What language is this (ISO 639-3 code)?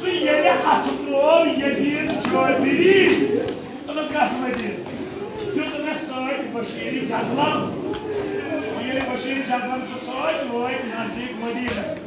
kas